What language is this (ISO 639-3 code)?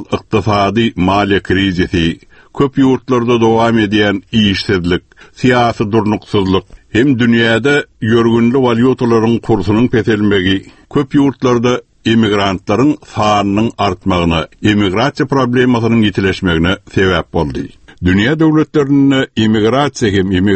tuk